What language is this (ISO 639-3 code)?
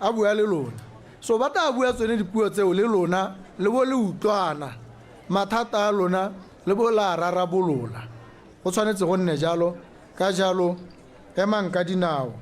tsn